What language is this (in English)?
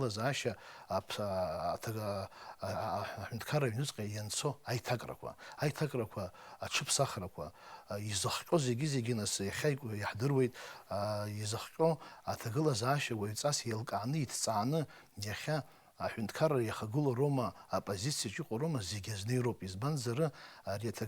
Abkhazian